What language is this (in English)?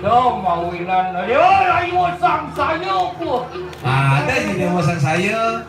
Balinese